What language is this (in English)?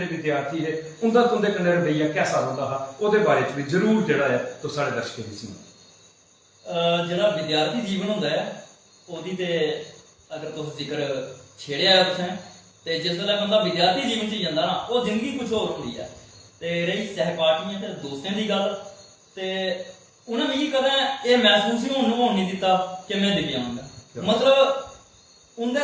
Dogri